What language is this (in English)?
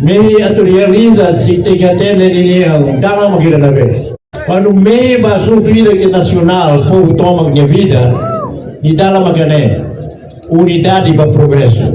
Tetum